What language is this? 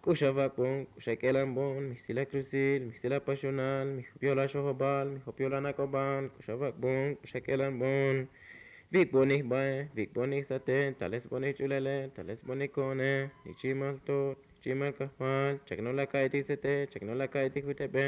Tzotzil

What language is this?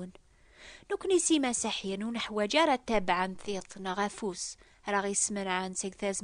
Kabyle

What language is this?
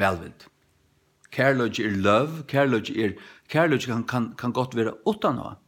Faroese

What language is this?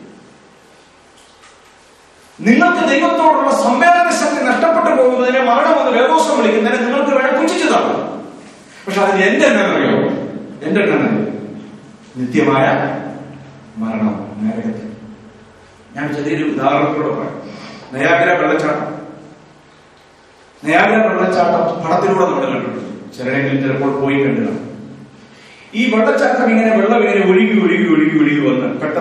Malayalam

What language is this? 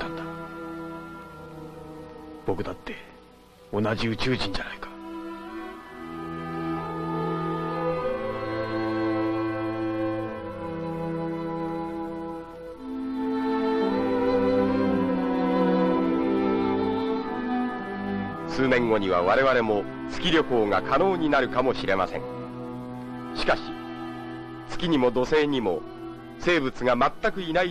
Japanese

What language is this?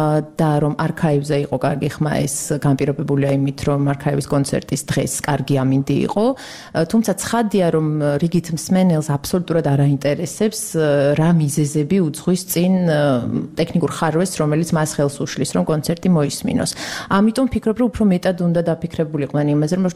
Georgian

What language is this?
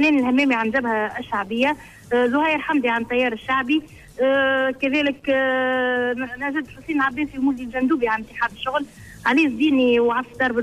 Tunisian Arabic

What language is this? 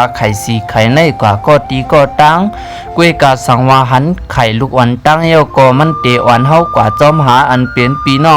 Shan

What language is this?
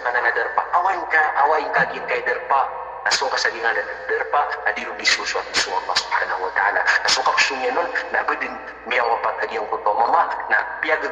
Maranao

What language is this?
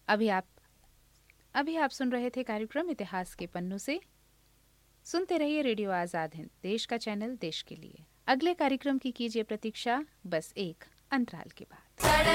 Hindi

